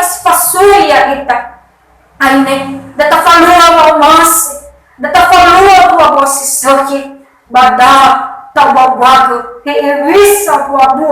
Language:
Nias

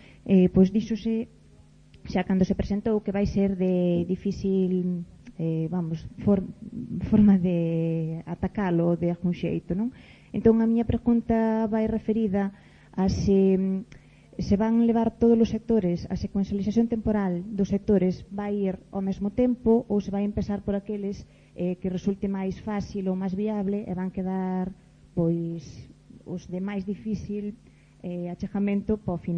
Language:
Galician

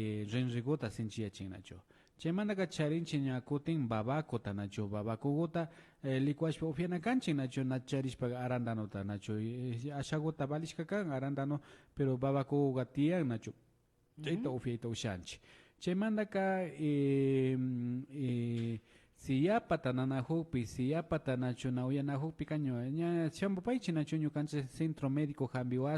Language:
Imbabura Highland Quichua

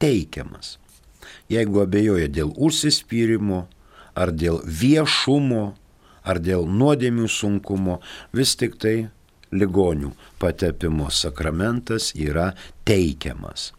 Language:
Lithuanian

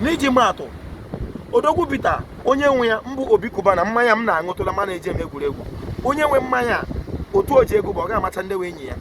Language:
Igbo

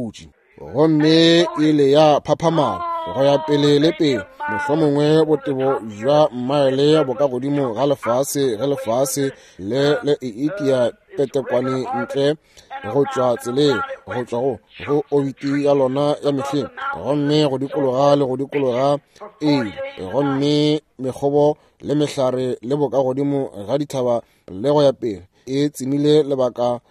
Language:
Northern Sotho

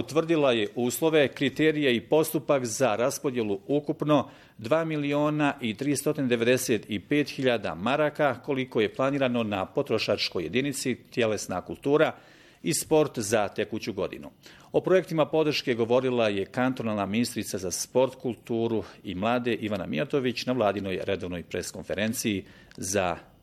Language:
Bosnian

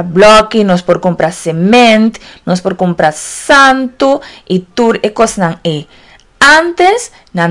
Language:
Papiamento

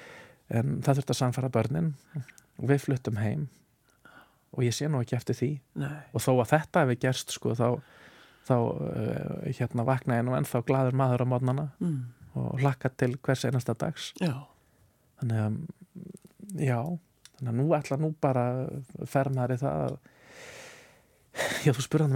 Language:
Icelandic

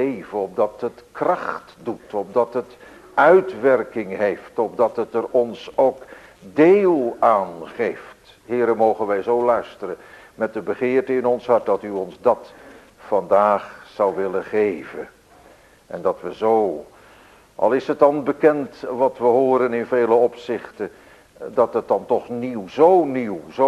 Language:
Dutch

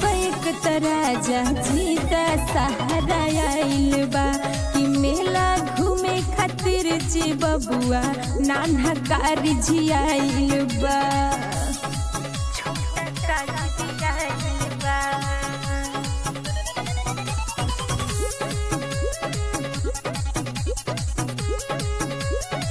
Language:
Bhojpuri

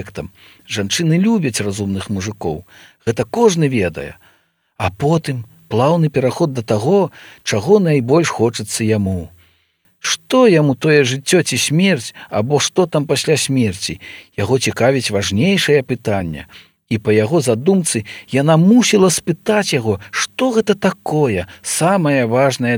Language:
Belarusian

